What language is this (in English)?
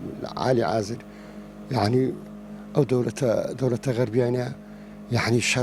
Central Kurdish